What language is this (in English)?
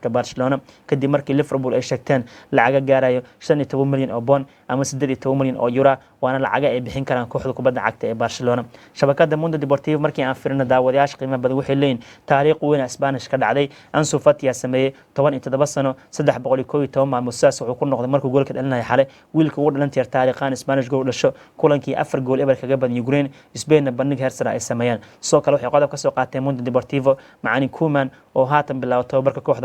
Somali